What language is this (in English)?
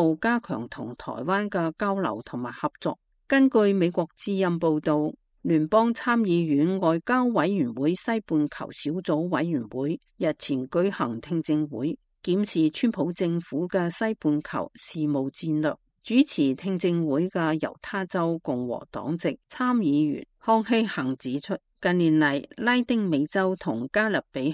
Cantonese